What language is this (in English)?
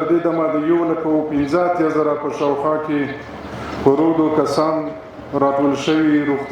Pashto